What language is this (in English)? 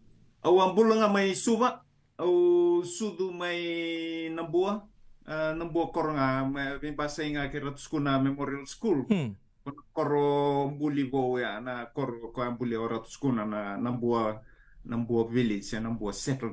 Fijian